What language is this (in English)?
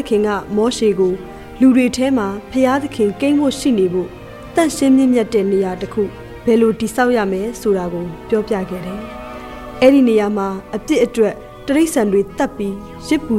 Burmese